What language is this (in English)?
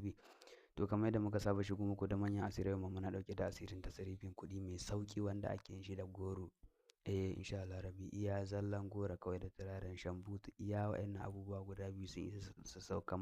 Hausa